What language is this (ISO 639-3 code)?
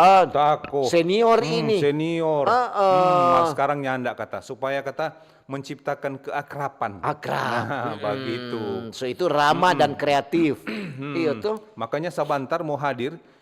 xmm